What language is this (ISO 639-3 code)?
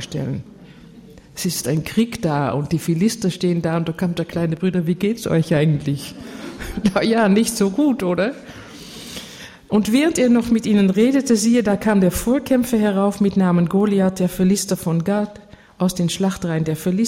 deu